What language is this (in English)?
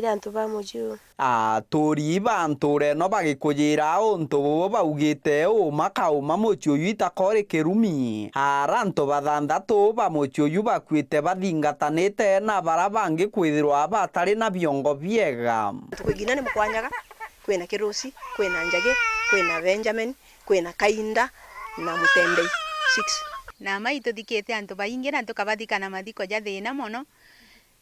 Meru